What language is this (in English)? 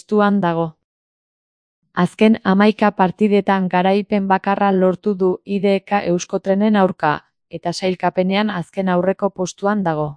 Basque